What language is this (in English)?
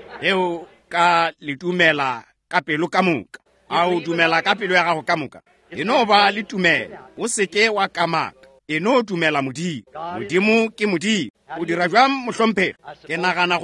Northern Sotho